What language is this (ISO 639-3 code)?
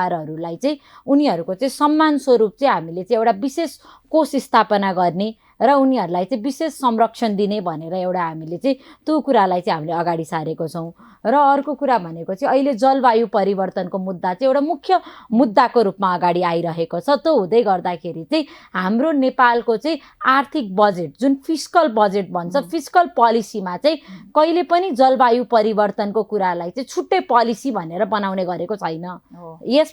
nep